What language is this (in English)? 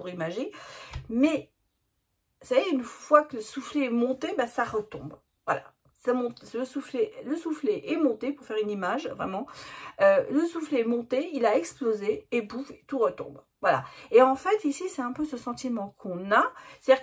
French